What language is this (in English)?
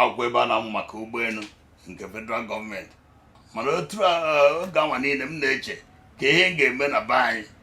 Igbo